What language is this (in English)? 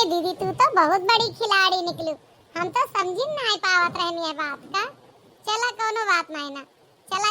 Awadhi